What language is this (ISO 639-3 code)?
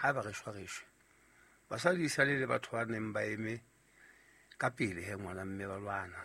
sot